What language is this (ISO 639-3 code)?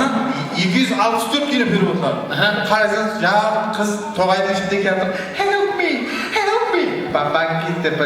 kaa